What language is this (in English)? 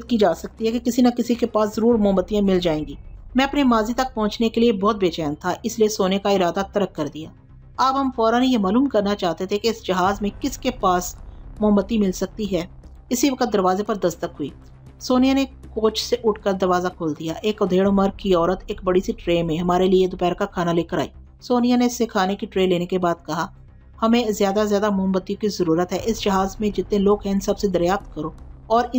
Urdu